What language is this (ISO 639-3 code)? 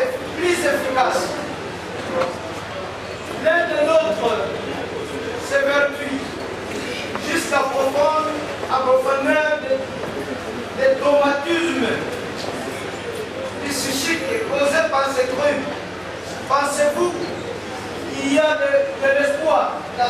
fra